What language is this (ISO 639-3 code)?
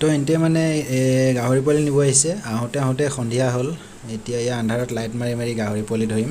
asm